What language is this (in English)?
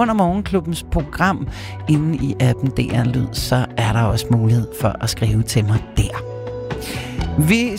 Danish